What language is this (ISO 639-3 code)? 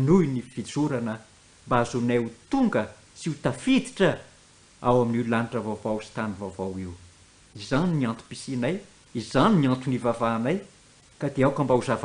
mlg